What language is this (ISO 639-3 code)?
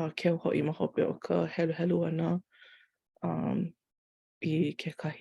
haw